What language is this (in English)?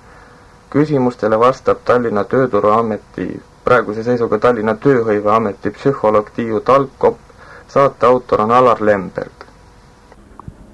Estonian